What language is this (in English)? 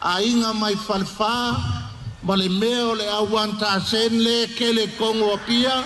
Samoan